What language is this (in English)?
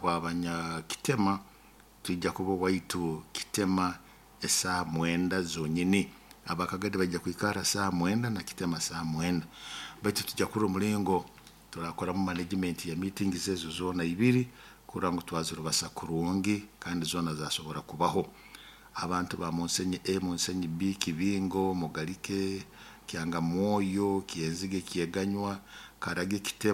Nyoro